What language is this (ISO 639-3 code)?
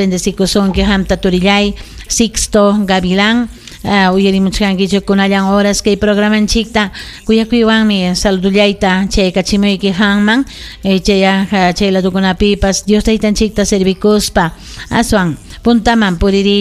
quy